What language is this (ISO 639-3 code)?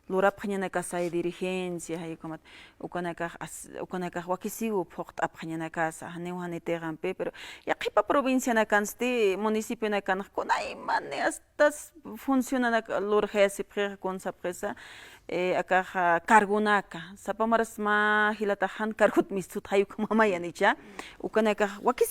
aym